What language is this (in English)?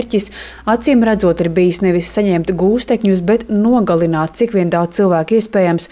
Latvian